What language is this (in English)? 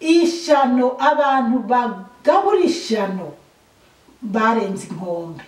Rundi